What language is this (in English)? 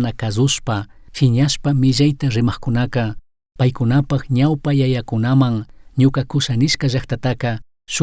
Chimborazo Highland Quichua